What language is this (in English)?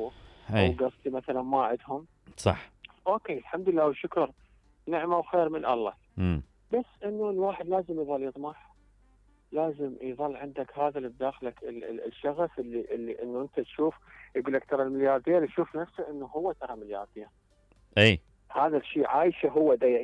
Mesopotamian Arabic